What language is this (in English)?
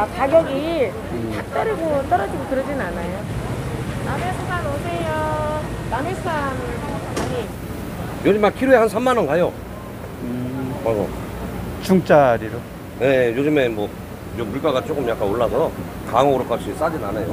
Korean